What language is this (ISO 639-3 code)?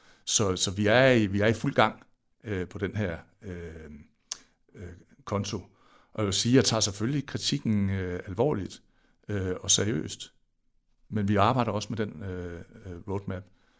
dan